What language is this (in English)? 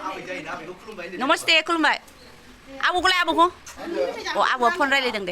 Bodo